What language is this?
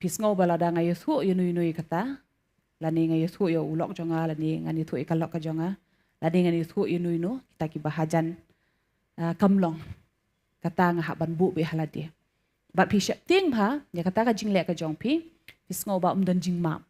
Khasi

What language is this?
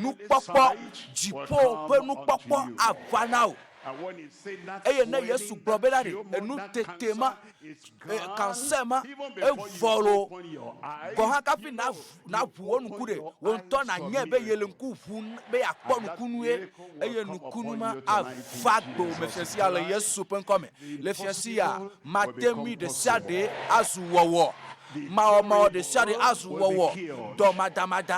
Ewe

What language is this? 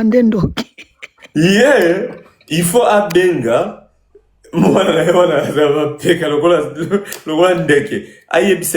Lingala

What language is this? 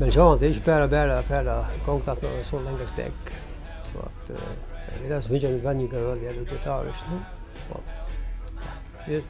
Faroese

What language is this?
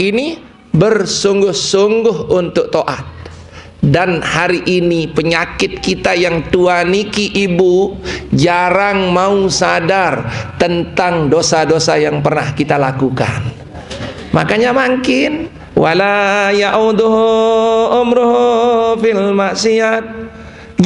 Sasak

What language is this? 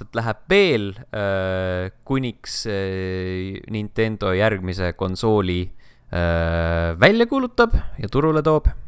Estonian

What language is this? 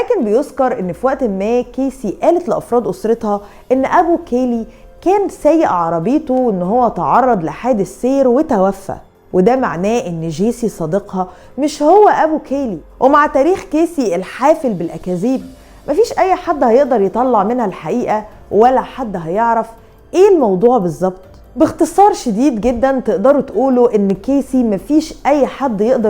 Egyptian Arabic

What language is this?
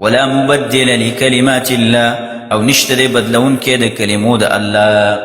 Pashto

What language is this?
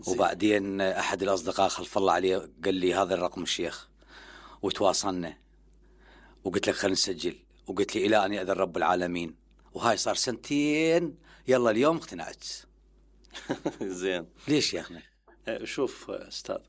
Mesopotamian Arabic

